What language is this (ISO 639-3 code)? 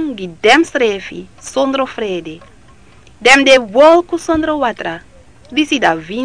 srn